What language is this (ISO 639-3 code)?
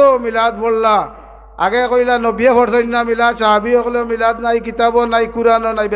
syl